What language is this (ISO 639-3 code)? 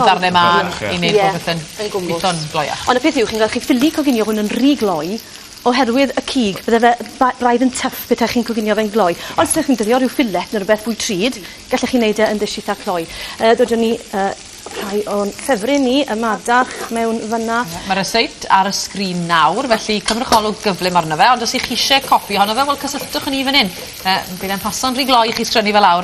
cym